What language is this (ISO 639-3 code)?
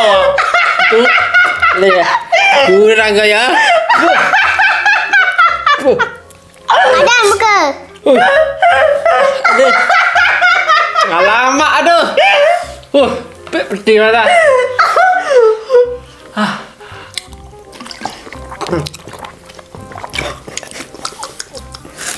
msa